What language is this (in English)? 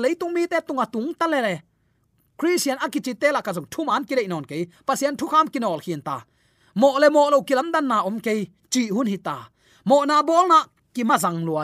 Tedim Chin